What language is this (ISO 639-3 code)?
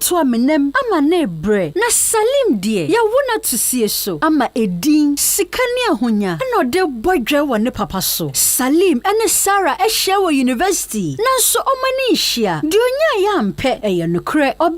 aka